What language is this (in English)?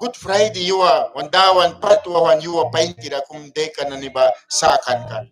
Mískito